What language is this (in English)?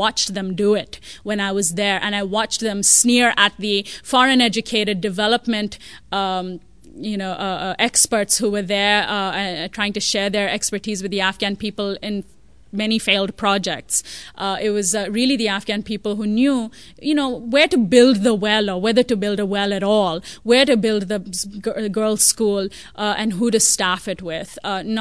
English